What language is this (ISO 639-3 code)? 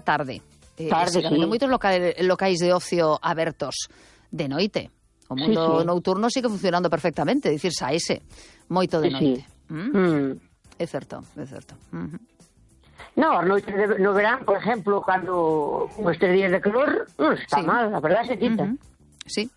glg